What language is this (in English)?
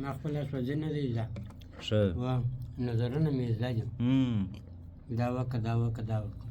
Pashto